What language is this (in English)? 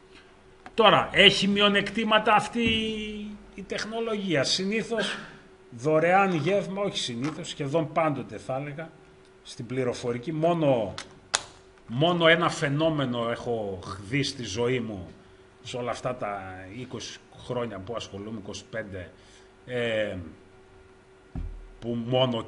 Greek